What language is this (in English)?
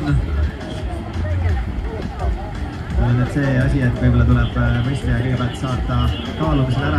Estonian